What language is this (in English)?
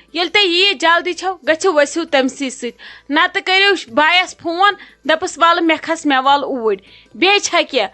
Kashmiri